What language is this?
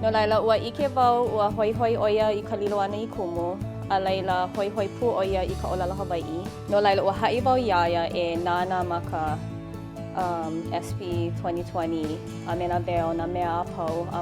Hawaiian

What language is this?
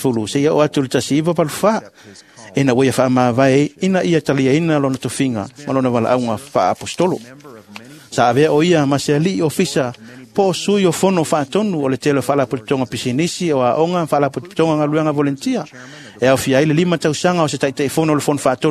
Samoan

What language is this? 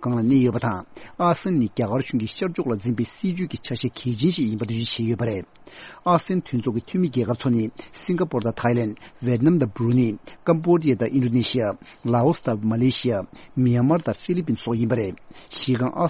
Tibetan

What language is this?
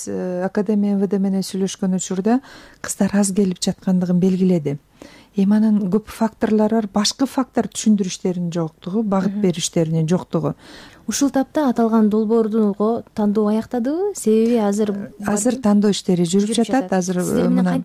Kyrgyz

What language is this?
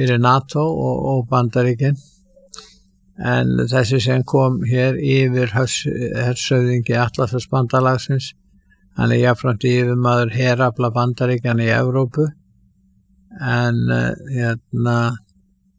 Icelandic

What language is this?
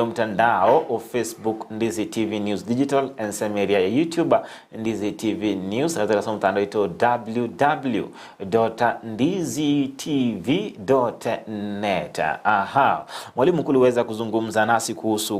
Gusii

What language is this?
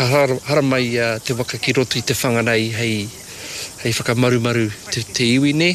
Māori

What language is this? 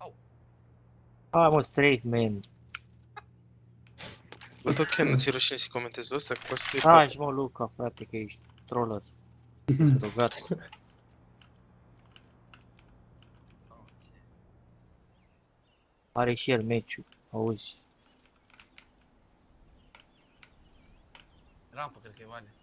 Romanian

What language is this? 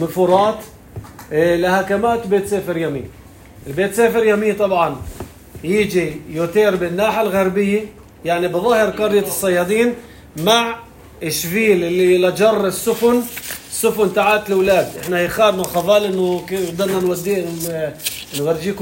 North Levantine Arabic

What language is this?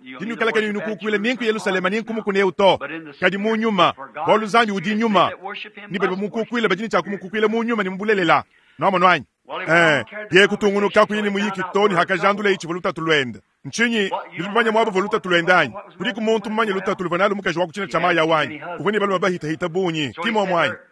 Luba-Lulua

